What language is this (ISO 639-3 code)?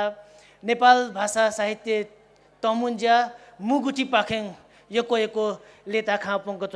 new